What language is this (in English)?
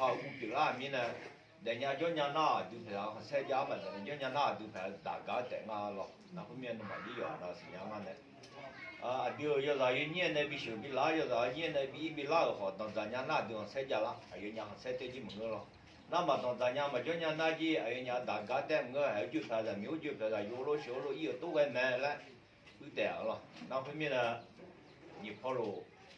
Akha